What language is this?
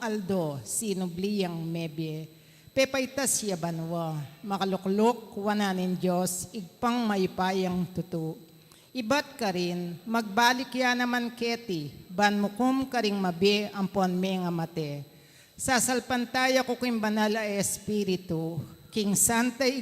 Pampanga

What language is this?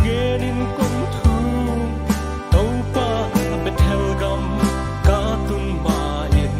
Paite Chin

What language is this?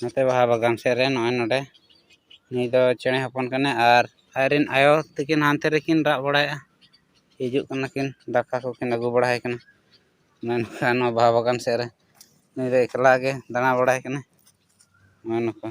Santali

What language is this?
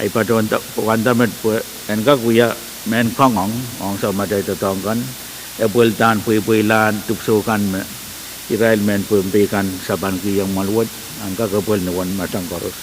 Pohnpeian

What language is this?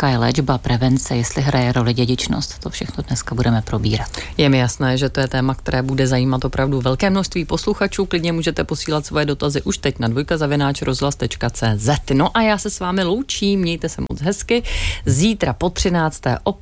Czech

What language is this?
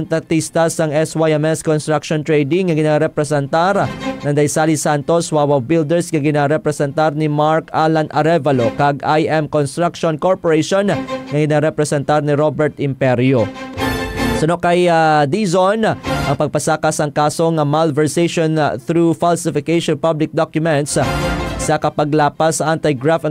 Hiligaynon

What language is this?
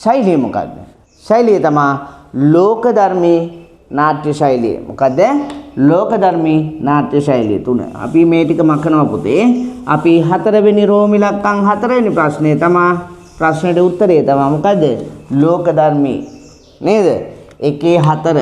Sinhala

